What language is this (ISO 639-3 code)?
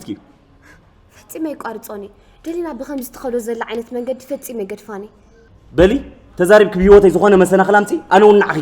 tir